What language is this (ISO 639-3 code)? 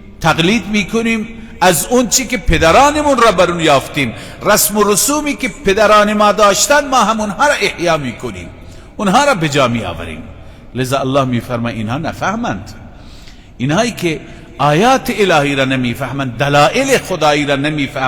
fas